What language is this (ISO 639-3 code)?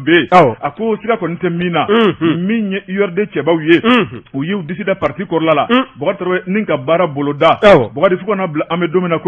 bam